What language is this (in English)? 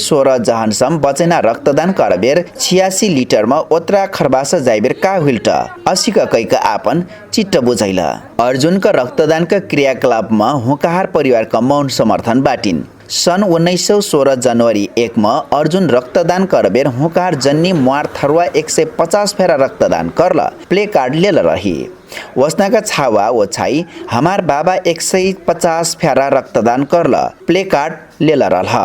Dangaura Tharu